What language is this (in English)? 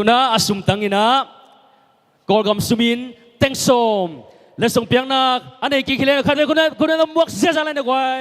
Tedim Chin